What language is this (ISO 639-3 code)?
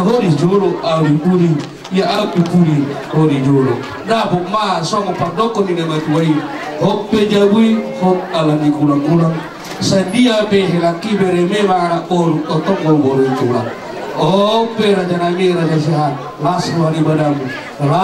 bbc